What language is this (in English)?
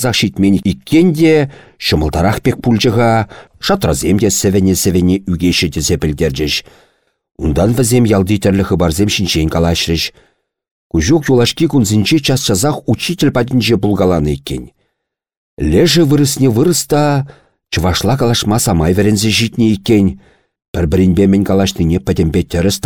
Chuvash